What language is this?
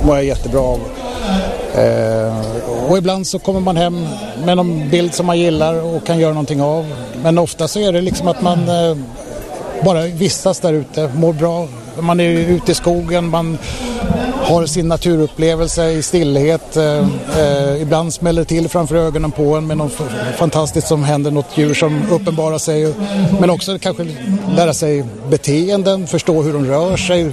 Swedish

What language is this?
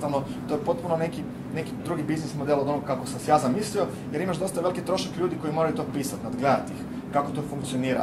Croatian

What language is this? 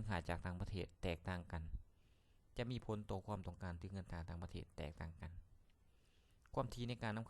Lao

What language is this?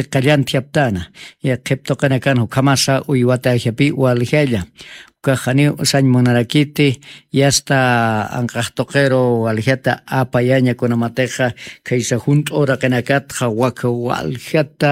Aymara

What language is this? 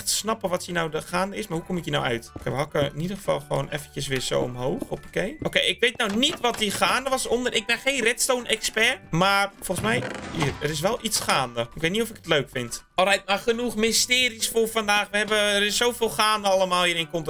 Dutch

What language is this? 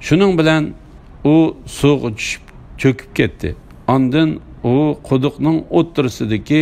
Uyghur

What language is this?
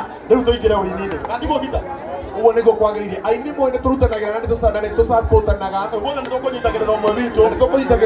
Kikuyu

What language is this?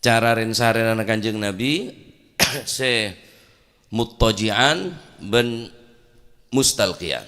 Madurese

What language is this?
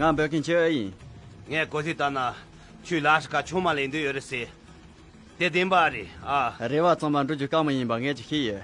Khams Tibetan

